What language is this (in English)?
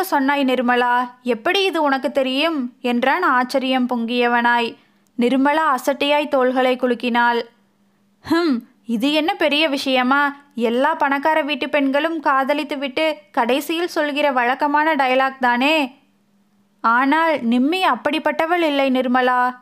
Tamil